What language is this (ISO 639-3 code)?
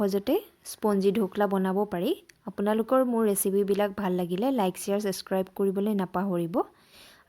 asm